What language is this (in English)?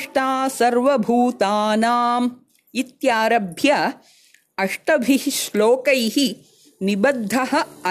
Sanskrit